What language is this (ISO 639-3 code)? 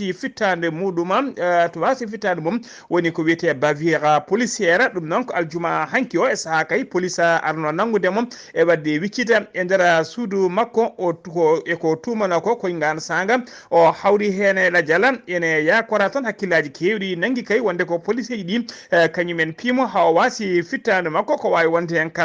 ful